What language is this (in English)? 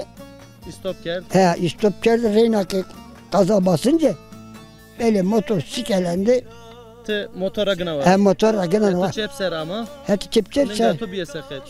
Zaza